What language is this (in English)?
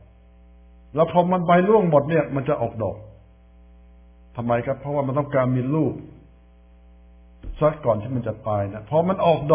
Thai